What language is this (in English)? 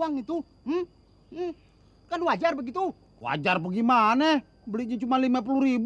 Betawi